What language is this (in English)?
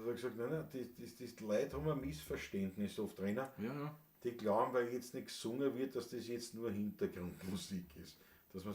Bavarian